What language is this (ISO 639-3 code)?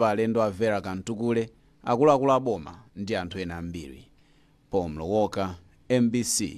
nya